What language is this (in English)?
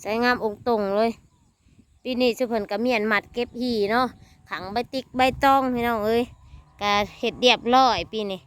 Northeastern Thai